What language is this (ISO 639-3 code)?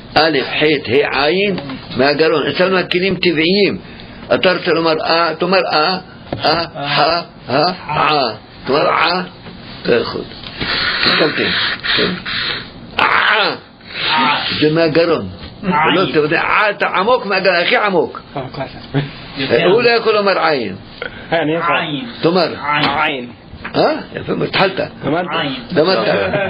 heb